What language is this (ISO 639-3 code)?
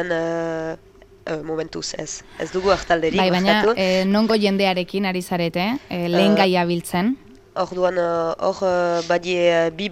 eus